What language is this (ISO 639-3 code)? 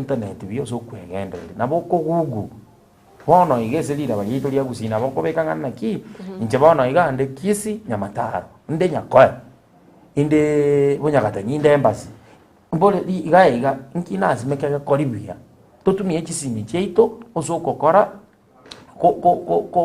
guz